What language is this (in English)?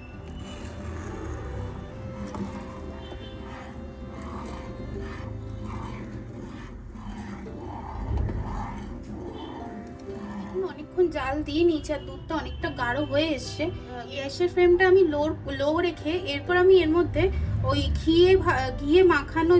Bangla